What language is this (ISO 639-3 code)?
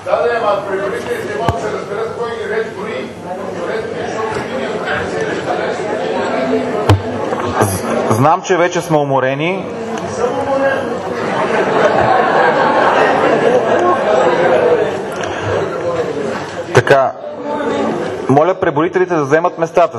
bul